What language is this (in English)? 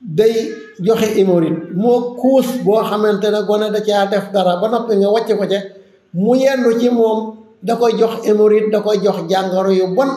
Wolof